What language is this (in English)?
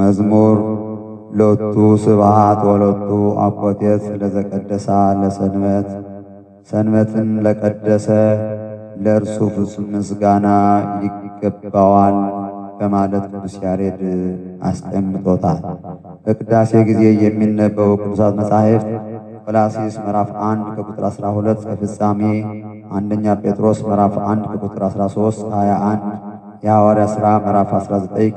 Amharic